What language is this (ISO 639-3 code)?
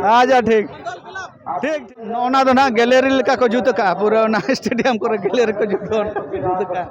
sat